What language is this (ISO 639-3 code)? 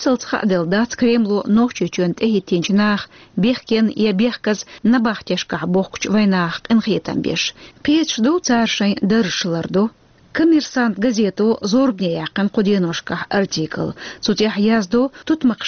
che